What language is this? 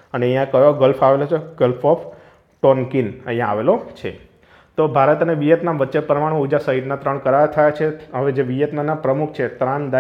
Gujarati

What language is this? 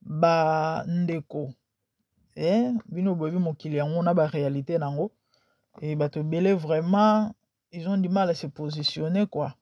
Lingala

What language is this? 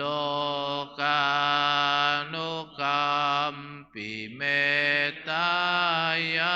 Pali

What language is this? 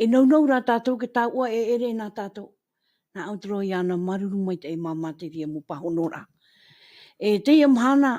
Tahitian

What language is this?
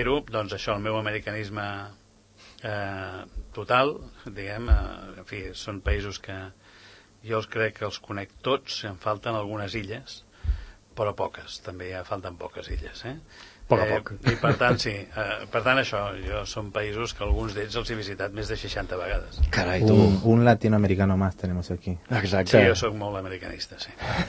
Catalan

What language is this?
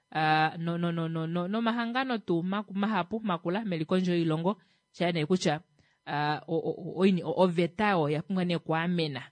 Kuanyama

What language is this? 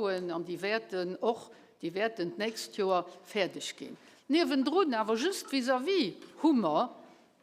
Luxembourgish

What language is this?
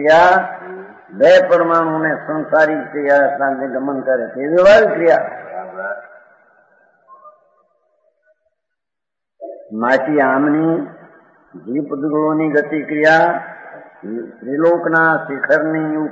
Gujarati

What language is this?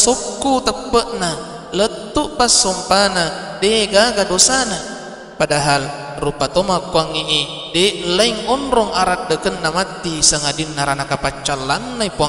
Buginese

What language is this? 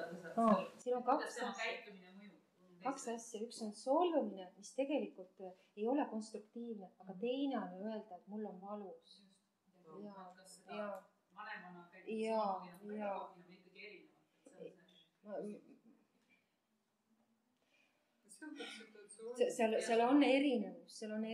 Estonian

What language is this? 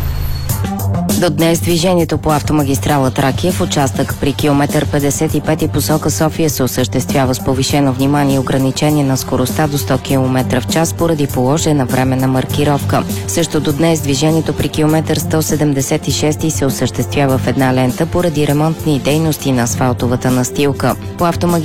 Bulgarian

